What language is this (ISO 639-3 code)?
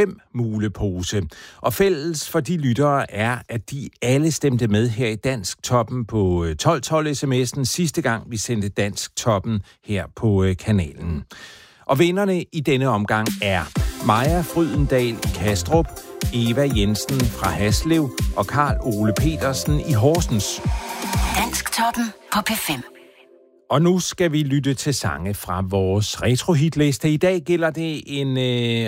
dan